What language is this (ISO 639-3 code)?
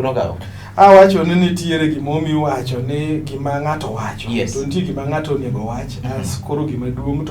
luo